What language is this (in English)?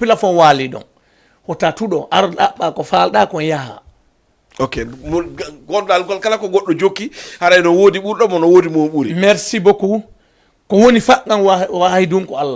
Fula